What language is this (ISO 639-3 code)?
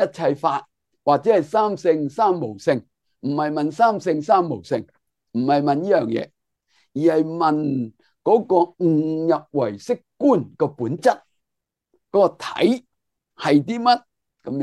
yue